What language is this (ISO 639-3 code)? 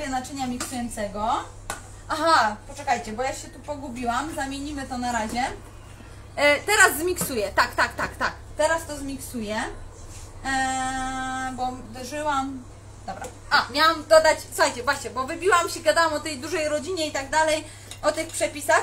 pol